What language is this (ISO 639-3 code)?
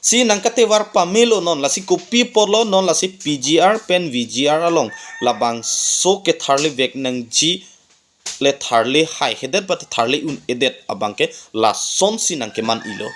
mjw